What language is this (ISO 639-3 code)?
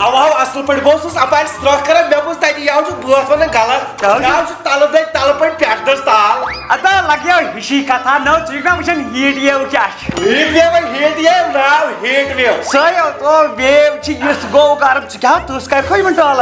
kas